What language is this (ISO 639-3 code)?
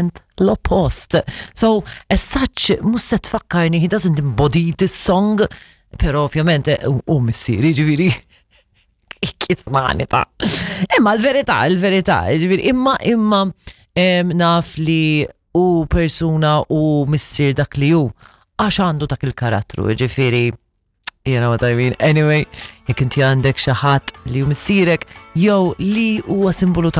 mlt